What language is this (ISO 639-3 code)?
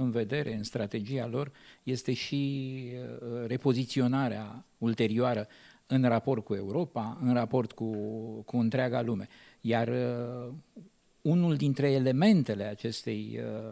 ron